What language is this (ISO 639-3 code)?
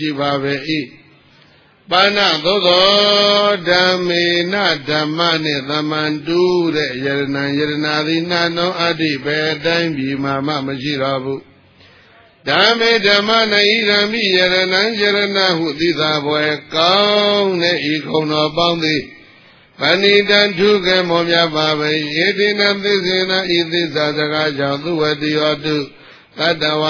mya